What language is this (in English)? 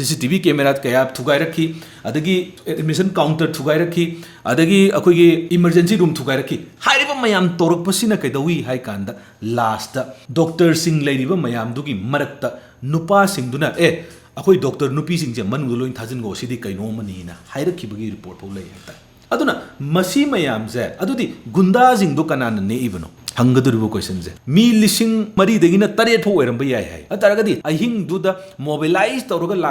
Manipuri